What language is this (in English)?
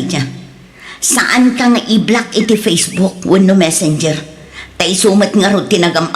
Iloko